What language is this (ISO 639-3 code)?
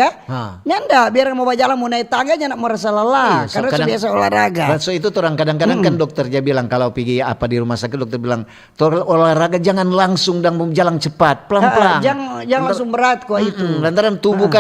xmm